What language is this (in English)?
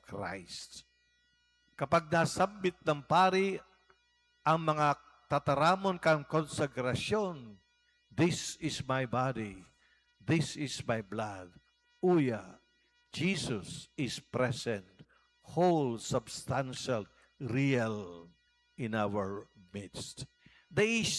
Bikol